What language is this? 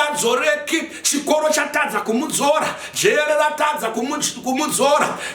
Shona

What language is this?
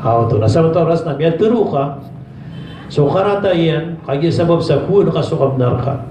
Maranao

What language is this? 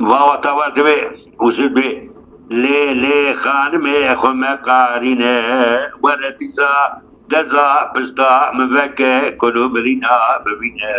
Kurdish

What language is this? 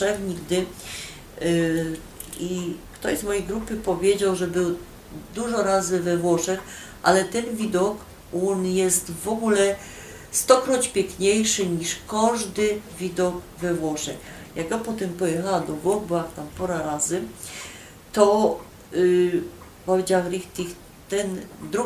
Silesian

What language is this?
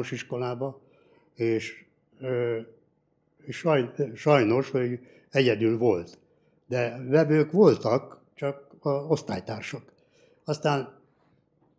Hungarian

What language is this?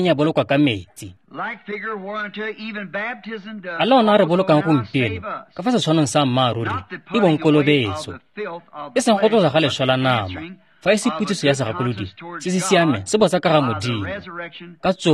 Tswana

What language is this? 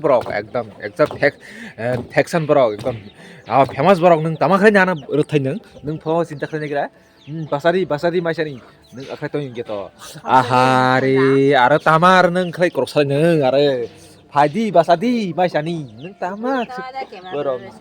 Kok Borok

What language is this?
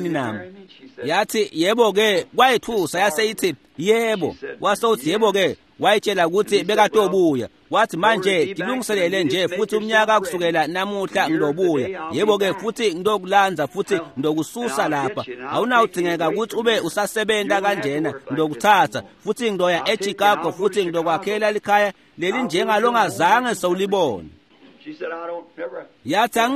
Swati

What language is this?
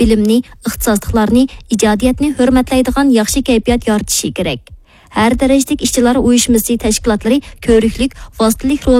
Uyghur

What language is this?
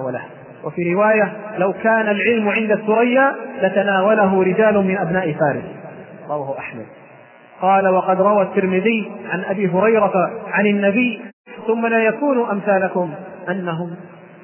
Arabic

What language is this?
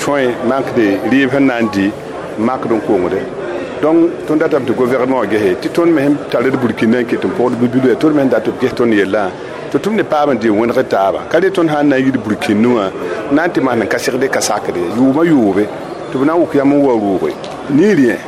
Mossi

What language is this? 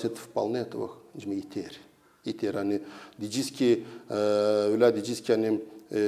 Gagauz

